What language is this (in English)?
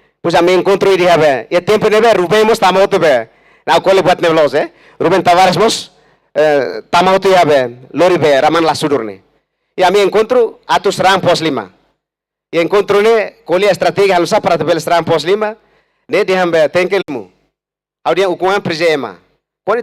Tetum